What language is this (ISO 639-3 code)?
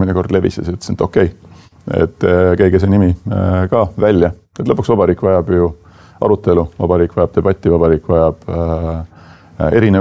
est